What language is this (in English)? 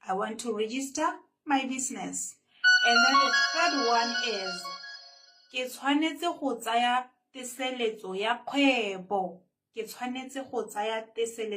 Tswana